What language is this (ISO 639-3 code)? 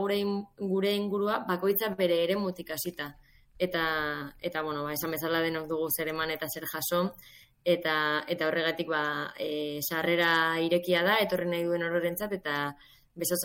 eus